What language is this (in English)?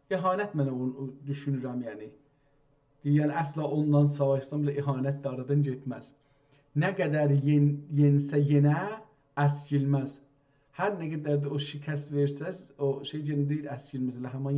South Azerbaijani